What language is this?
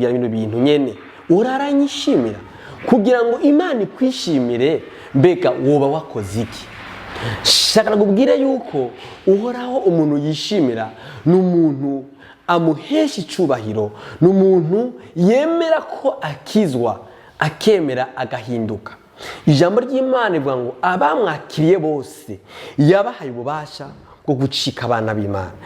Rundi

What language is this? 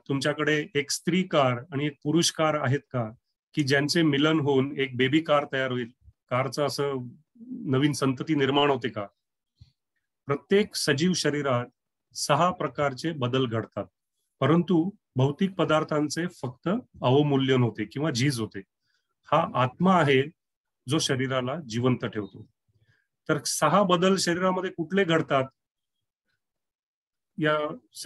Marathi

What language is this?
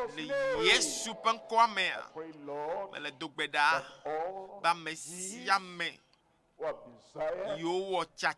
Ewe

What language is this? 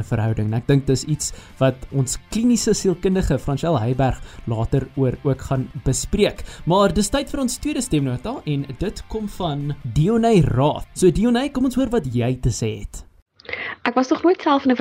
Afrikaans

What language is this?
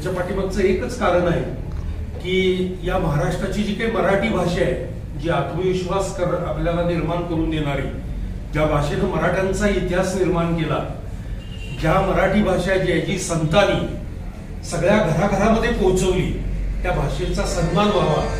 Marathi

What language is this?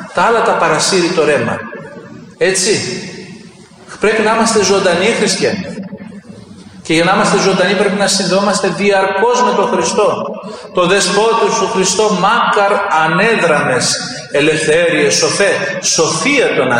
Greek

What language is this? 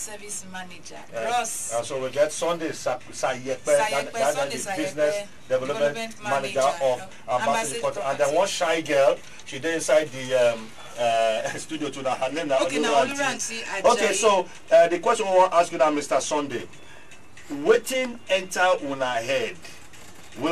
Nigerian Pidgin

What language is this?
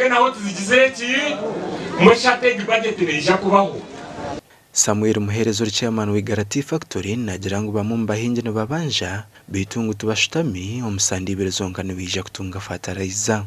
Nyankole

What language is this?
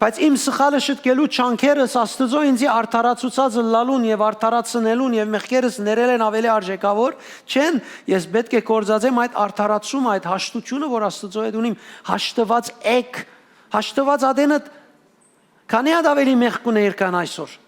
Western Armenian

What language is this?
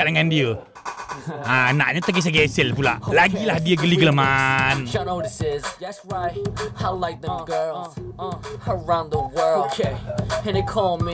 Malay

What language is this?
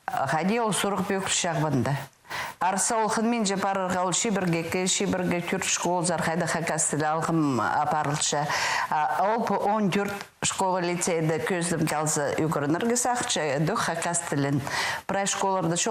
Khakas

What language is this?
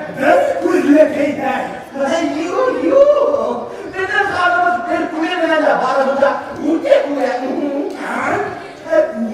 Bashkir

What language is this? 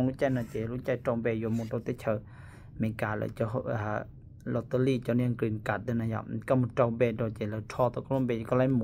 Hmong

